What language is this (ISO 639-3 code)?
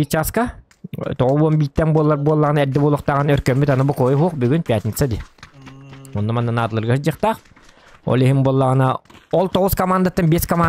sah